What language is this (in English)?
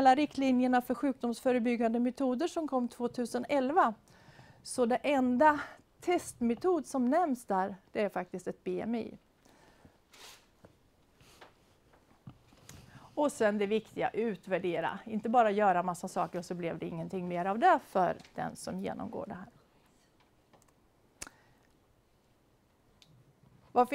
Swedish